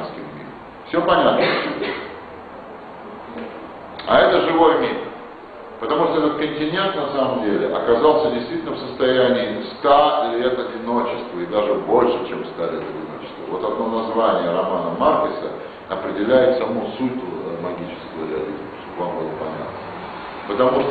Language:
Russian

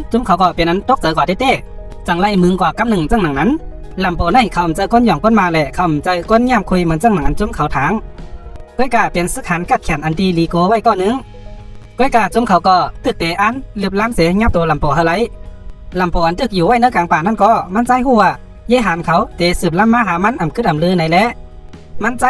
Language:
Shan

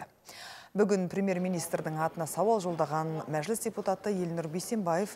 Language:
Kazakh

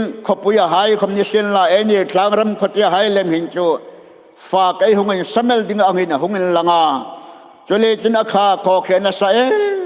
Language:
Hmar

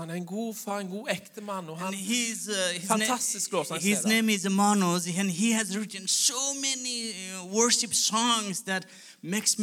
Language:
Norwegian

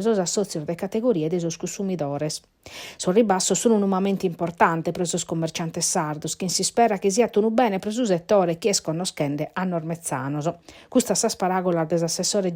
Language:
Sardinian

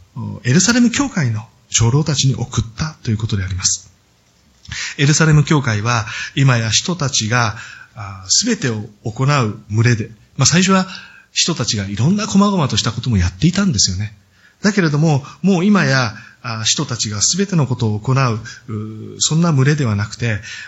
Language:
Japanese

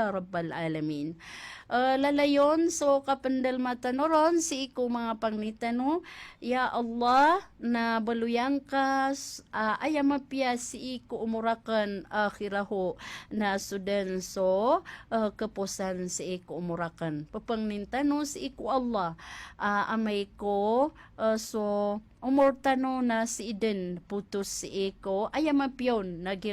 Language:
Maranao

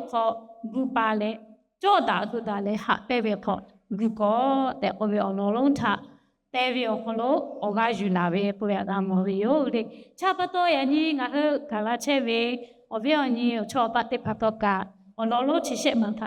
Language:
Lahu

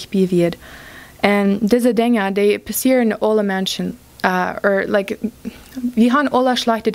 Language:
Plautdietsch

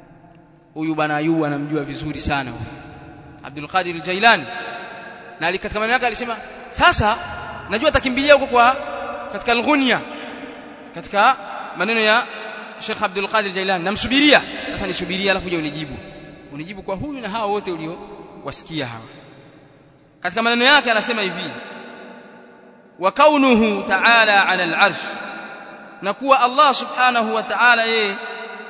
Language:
Swahili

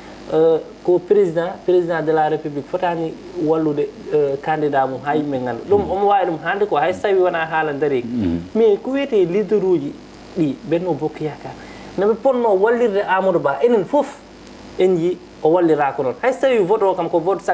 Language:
Fula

